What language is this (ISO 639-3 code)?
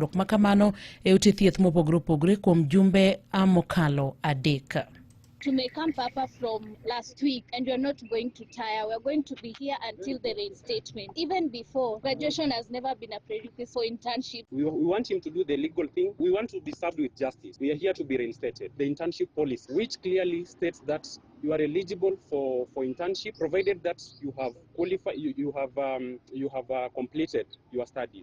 luo